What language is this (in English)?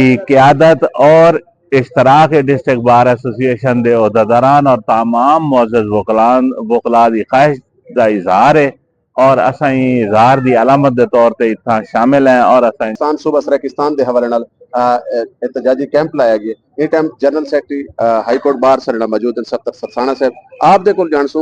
Saraiki